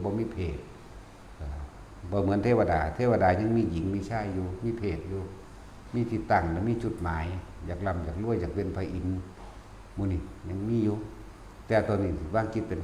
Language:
Northeastern Thai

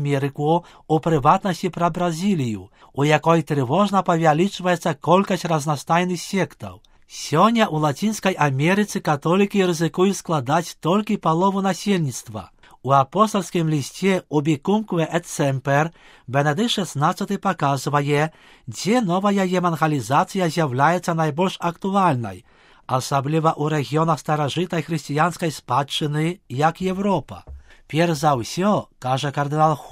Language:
Belarusian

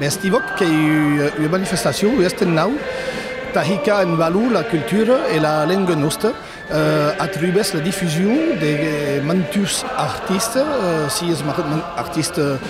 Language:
Occitan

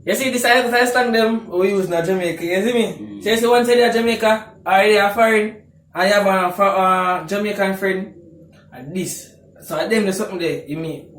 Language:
Jamaican Creole English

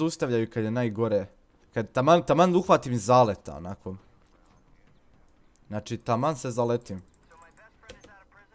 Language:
Croatian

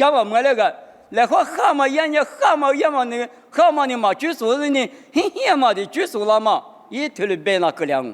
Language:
Lisu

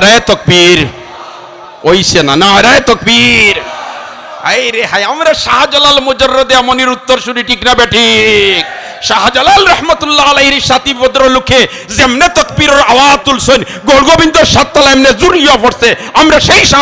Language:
Sylheti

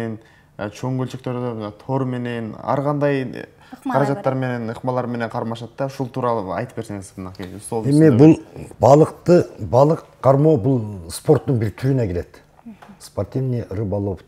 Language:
Kyrgyz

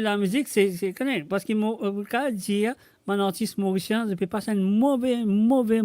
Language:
Morisyen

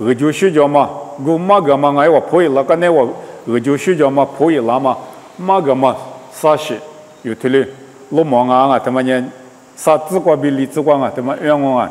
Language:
Lisu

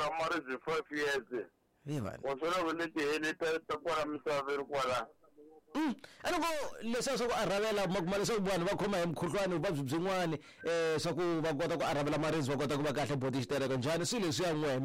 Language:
Tsonga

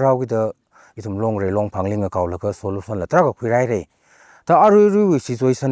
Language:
Tangkhul Naga (India)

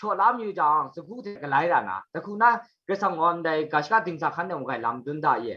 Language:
Kachin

